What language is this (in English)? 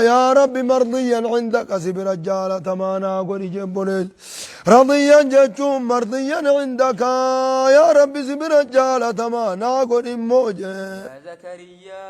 Oromo